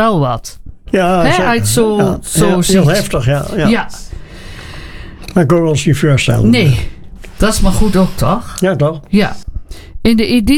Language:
Dutch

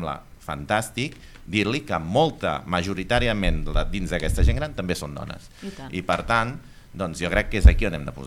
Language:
Catalan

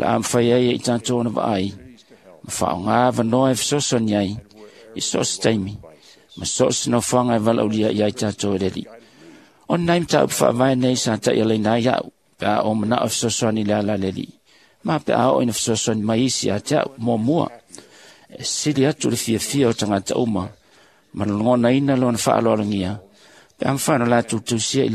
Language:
Samoan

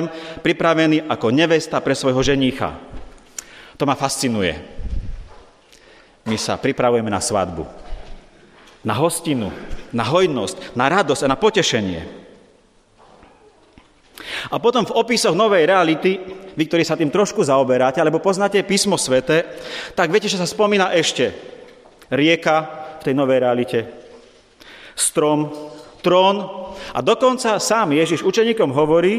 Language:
Slovak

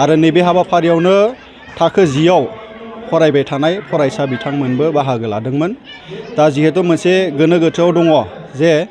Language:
Bodo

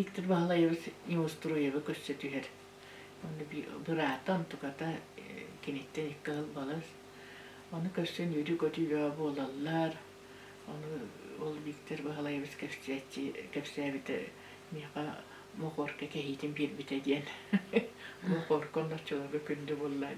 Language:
Yakut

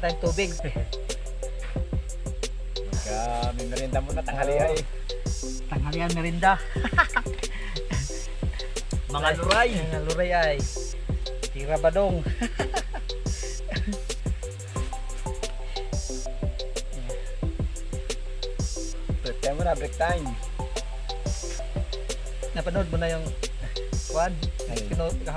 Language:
Filipino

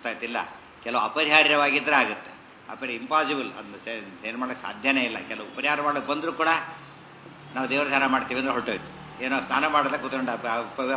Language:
Kannada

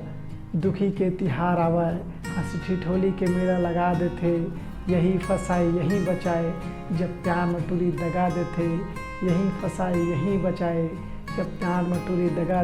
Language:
Chhattisgarhi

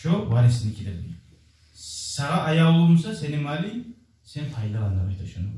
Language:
Kumyk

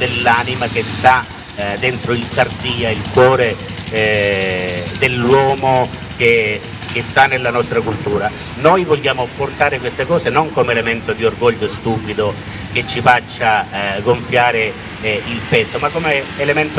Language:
Italian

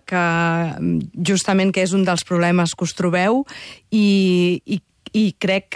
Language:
Catalan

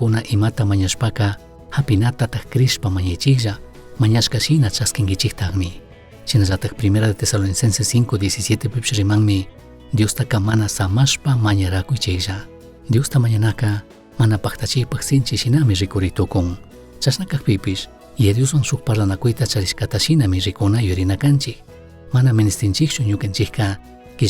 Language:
Chimborazo Highland Quichua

